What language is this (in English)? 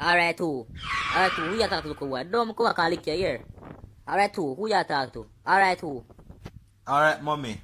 Jamaican Creole English